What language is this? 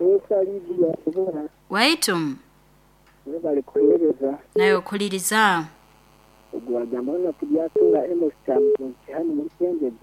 Nyoro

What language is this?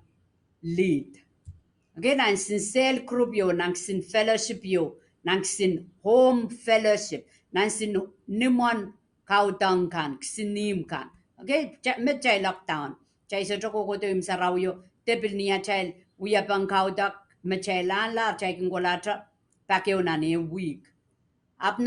Pohnpeian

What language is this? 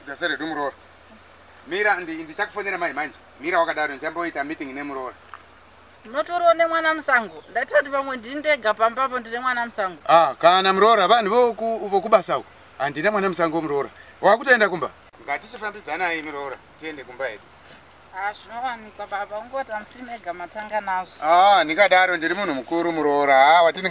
Shona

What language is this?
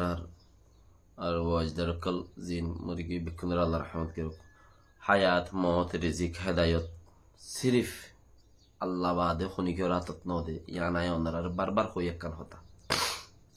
Rohingya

